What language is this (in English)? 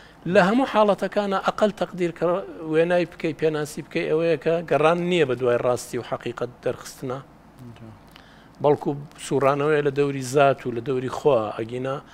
Central Kurdish